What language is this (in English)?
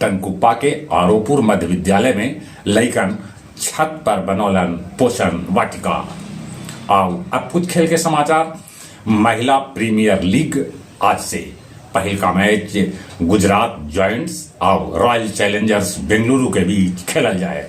Magahi